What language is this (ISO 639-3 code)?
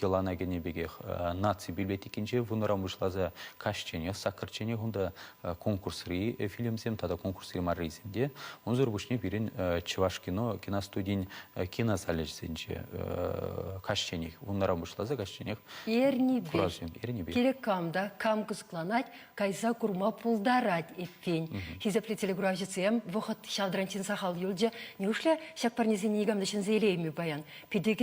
chv